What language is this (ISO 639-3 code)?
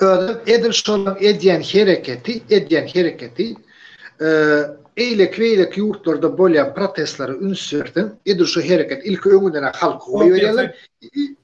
tuk